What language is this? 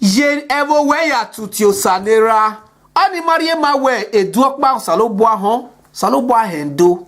Bini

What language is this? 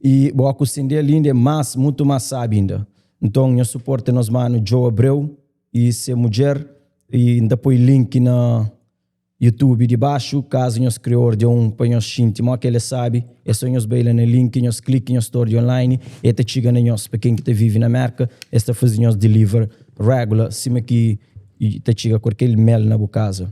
Kabuverdianu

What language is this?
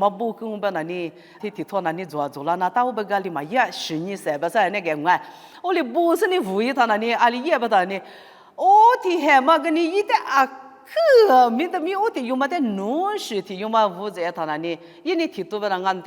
Lisu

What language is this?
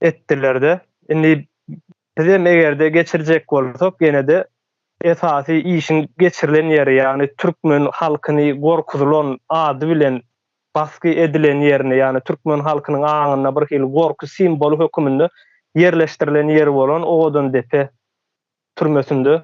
Turkmen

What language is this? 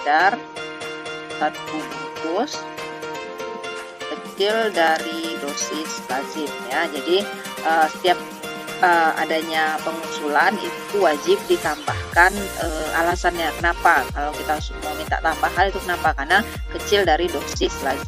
Indonesian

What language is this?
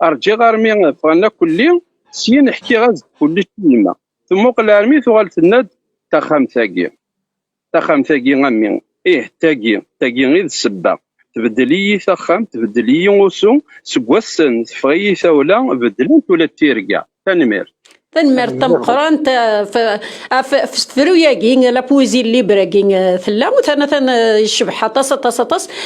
Kabyle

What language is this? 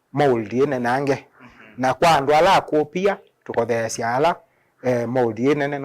Kamba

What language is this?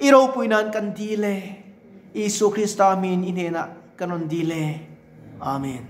Mizo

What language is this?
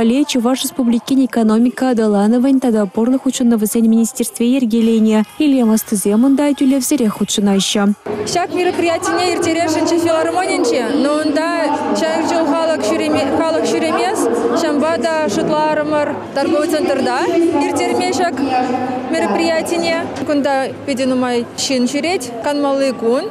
Chuvash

